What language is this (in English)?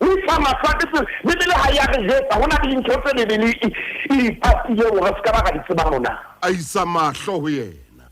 Southern Sotho